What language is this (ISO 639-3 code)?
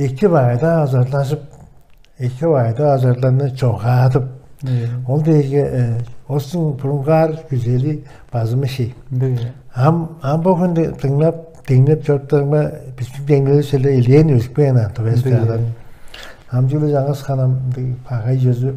tyv